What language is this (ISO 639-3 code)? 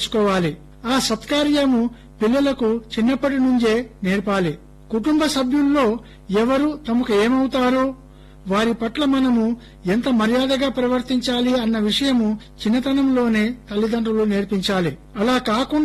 tel